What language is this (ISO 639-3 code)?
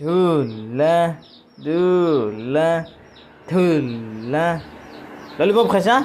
asm